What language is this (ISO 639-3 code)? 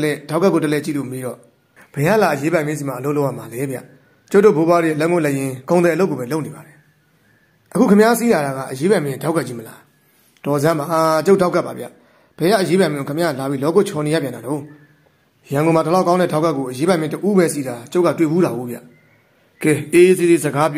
mya